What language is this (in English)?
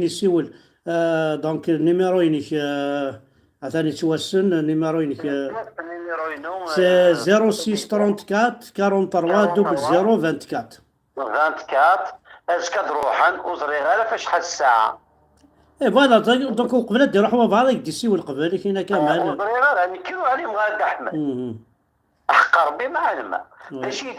Kabyle